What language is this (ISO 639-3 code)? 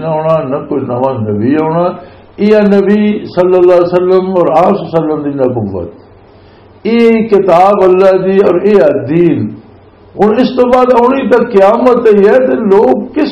lah